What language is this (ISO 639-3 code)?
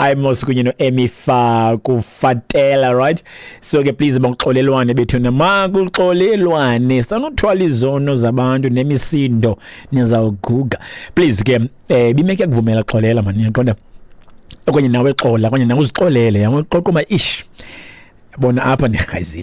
xho